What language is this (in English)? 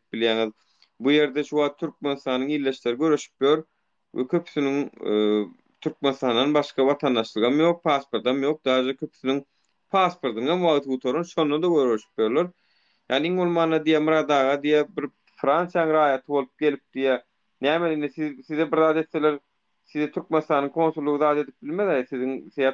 Turkmen